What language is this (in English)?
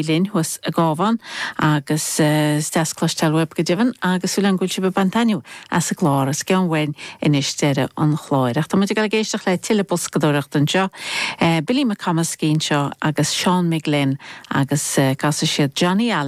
Irish